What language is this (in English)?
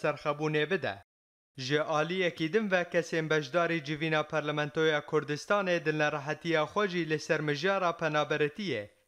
Kurdish